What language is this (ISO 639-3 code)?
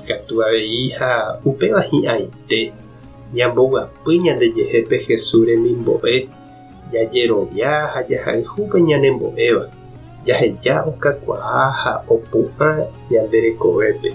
grn